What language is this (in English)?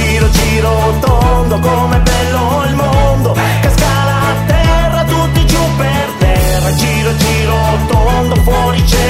Italian